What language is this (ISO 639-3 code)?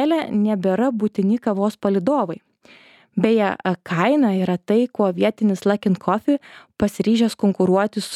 lit